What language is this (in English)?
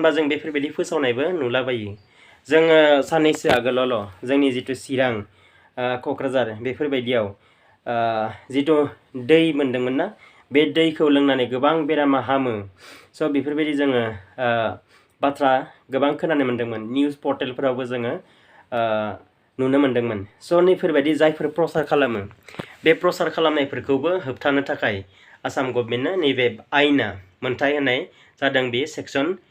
Bodo